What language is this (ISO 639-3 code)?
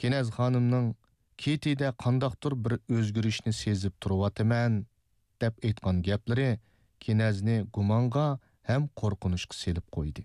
uig